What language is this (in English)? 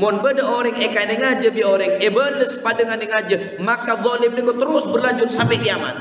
Madurese